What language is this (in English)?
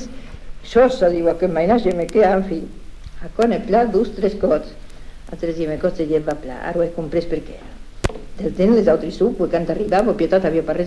Occitan